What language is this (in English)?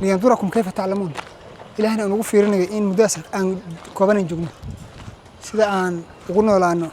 Somali